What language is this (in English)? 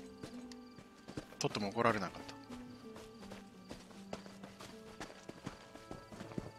Japanese